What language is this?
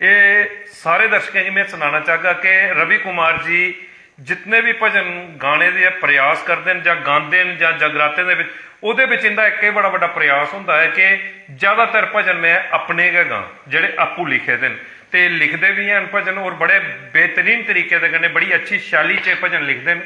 Dogri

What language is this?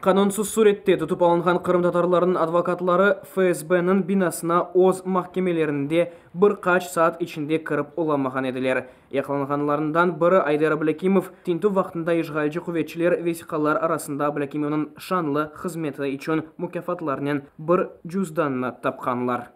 Crimean Tatar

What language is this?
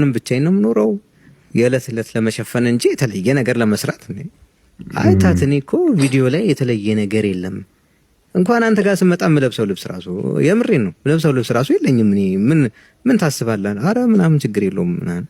Amharic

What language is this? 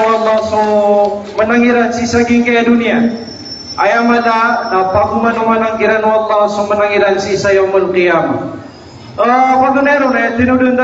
Maranao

